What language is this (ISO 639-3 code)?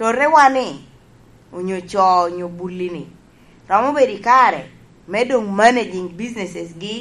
laj